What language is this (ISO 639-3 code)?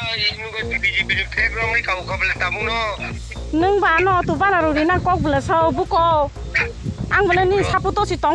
trp